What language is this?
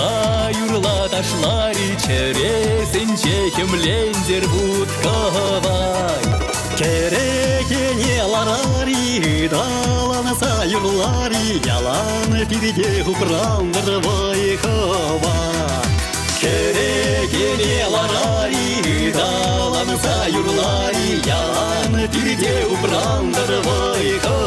Chuvash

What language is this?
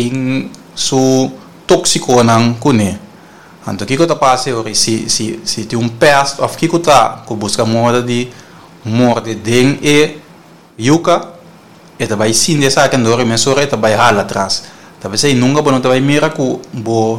Papiamento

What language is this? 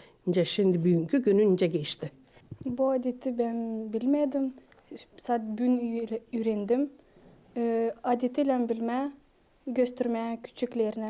Gagauz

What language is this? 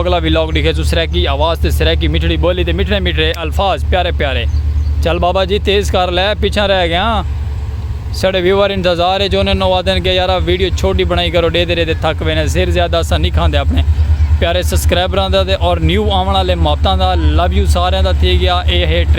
Saraiki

